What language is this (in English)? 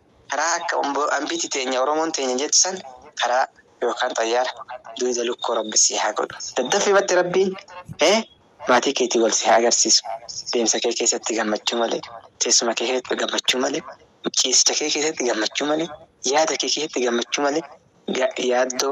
Oromo